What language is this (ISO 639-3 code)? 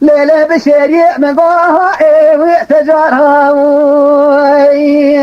kur